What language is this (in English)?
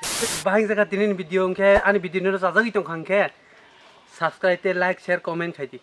Kok Borok